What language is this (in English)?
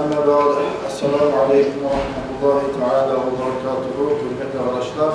Kumyk